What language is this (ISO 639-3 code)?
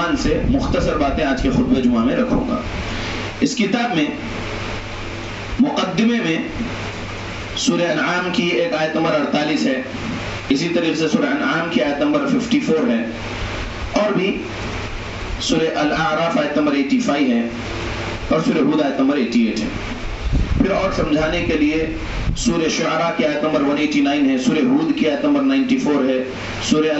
urd